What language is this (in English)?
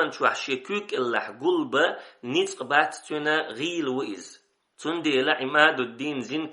Chechen